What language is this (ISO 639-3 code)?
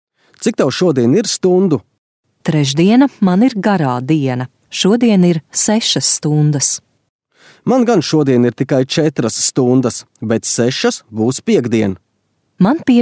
lav